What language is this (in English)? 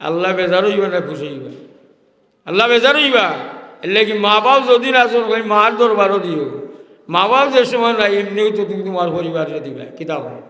Sylheti